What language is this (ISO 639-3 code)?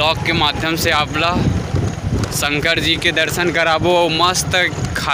hne